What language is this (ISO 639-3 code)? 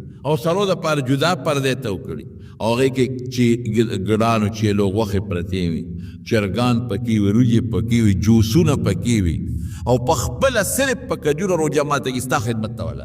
pus